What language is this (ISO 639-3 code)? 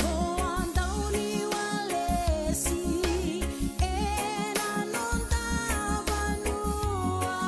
fij